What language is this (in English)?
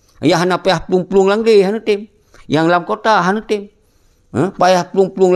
Achinese